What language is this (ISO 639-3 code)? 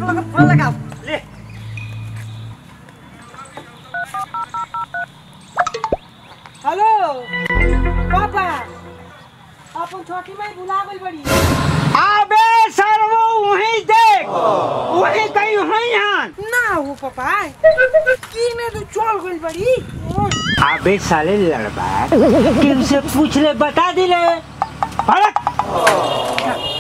bho